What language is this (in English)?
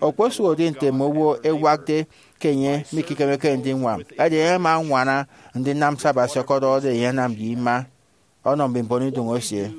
Efik